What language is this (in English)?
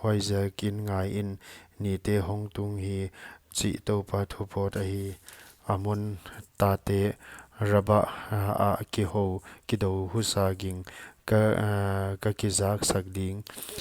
Paite Chin